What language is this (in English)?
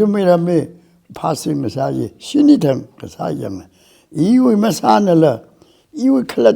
Tangkhul Naga (India)